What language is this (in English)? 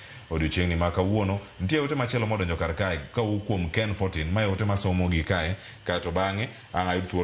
Luo (Kenya and Tanzania)